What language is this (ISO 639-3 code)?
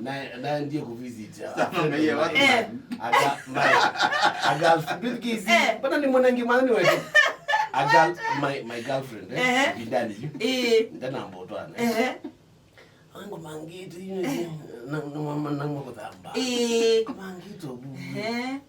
kam